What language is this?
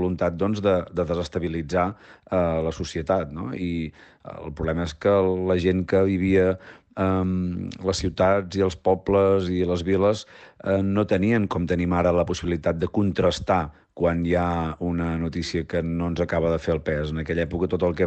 Catalan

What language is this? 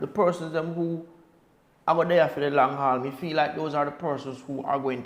Jamaican Creole English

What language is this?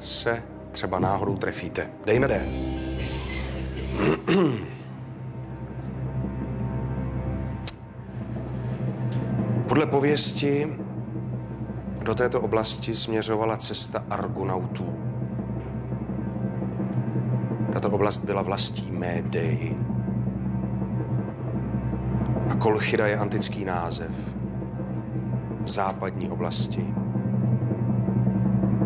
Czech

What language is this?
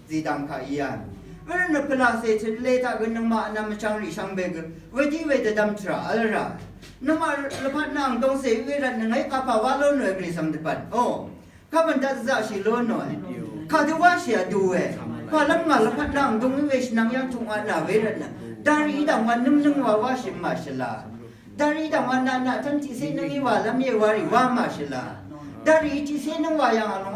Rawang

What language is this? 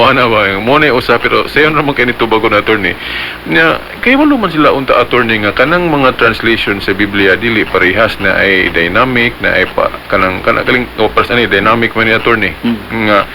Cebuano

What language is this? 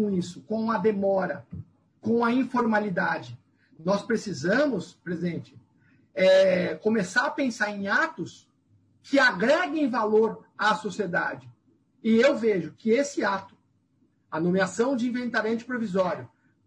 Portuguese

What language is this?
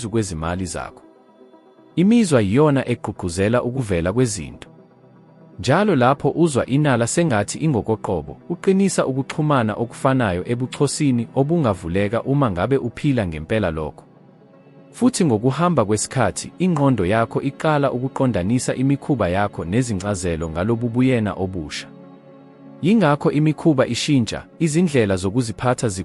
Zulu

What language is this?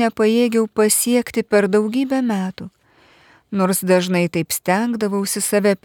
Lithuanian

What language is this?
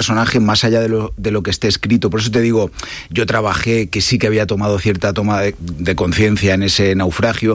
Spanish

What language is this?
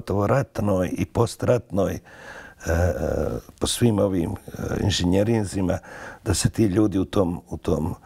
Bosnian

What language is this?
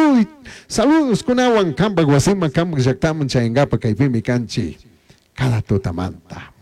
Chimborazo Highland Quichua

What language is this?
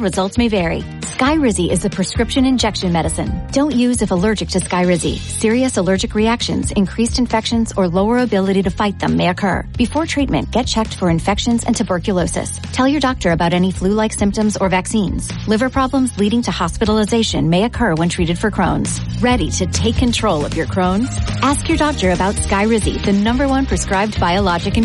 English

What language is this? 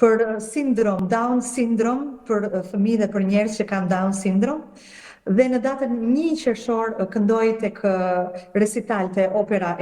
Albanian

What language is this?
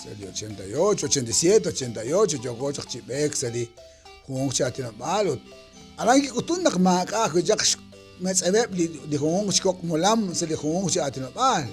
Kekchí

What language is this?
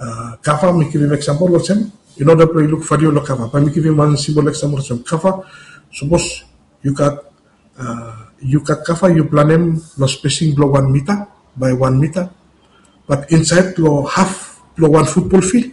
Bislama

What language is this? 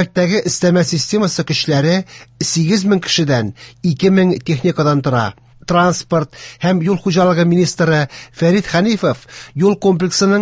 Tatar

